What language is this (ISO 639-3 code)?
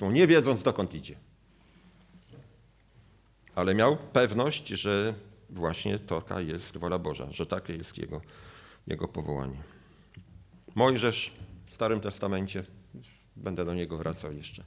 pol